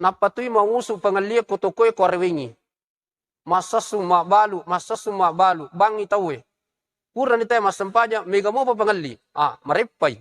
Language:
Buginese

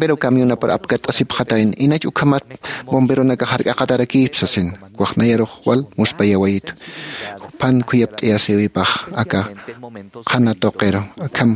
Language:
Aymara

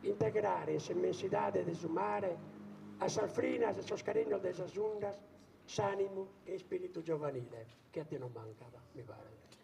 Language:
Sardinian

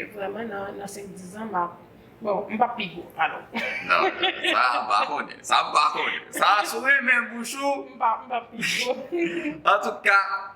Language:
Haitian Creole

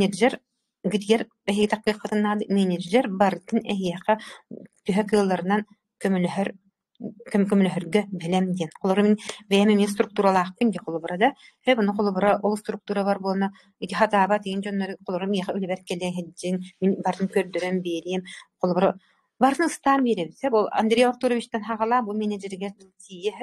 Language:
Yakut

